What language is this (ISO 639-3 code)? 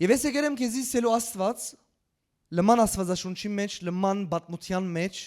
hyw